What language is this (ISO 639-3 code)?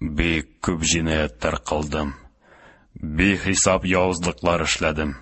tat